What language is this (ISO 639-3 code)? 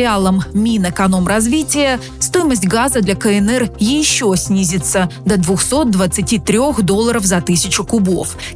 rus